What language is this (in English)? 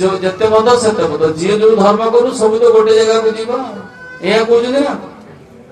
Odia